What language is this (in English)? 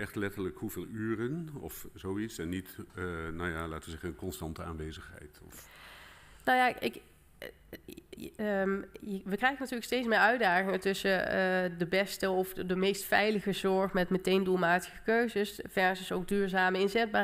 Dutch